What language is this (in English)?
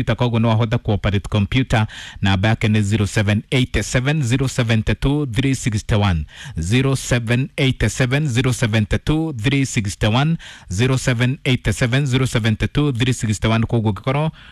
Kikuyu